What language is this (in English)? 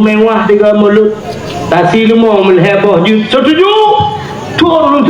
Achinese